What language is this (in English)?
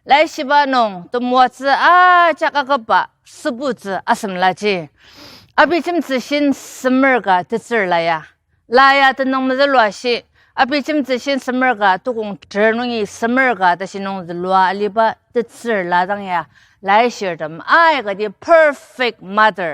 Ao Naga